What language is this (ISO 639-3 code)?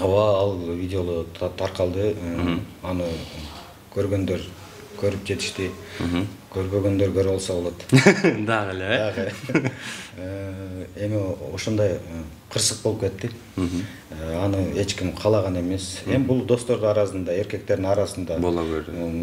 kir